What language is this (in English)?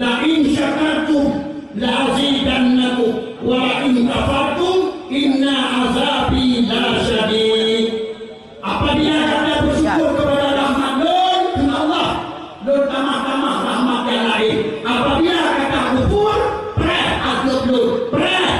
Achinese